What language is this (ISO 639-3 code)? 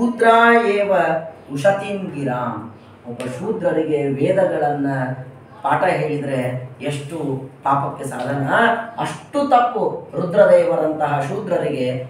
kan